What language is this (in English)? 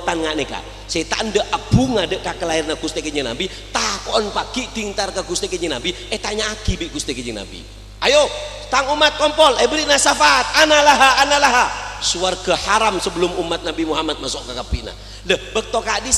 Madurese